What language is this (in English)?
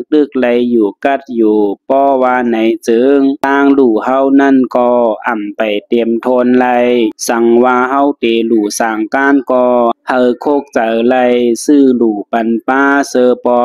Shan